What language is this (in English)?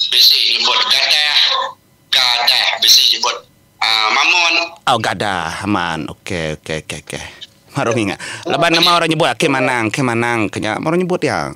Iban